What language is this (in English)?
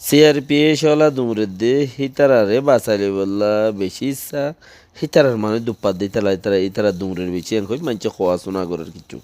Rohingya